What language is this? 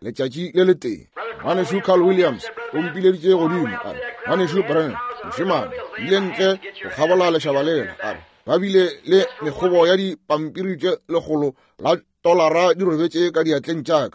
Northern Sotho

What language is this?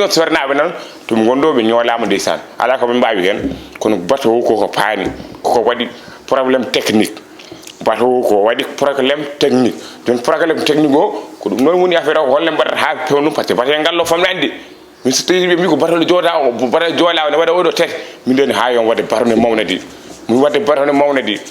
Fula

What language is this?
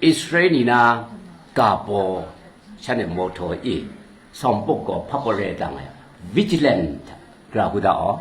Kachin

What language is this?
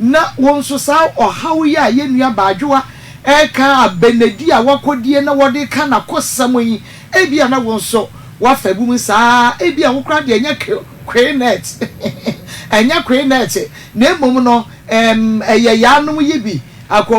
Akan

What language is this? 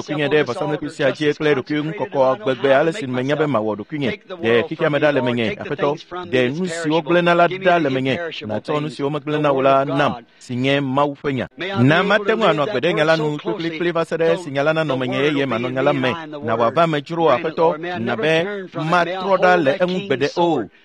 Ewe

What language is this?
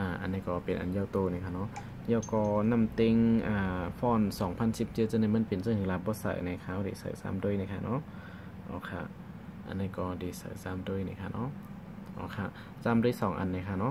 Shan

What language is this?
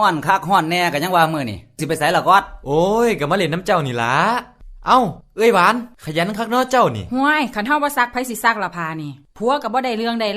Lao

